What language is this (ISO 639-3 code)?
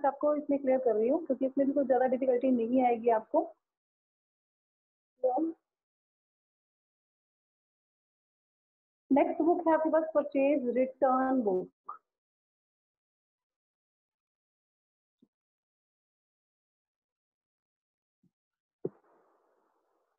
hin